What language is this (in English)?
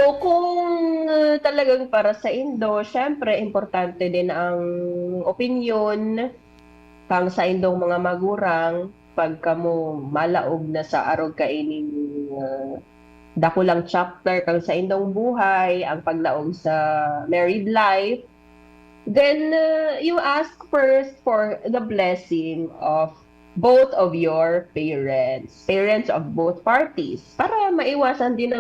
Bikol